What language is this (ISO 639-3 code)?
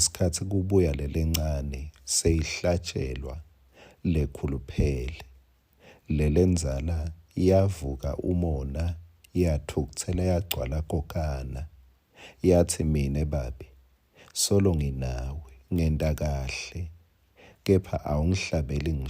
ssw